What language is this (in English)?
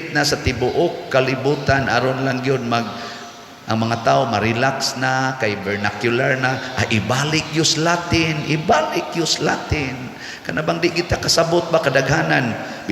Cebuano